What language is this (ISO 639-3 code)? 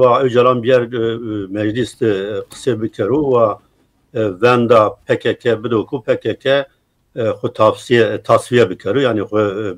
zza